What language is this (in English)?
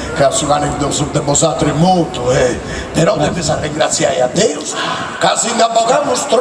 Sardinian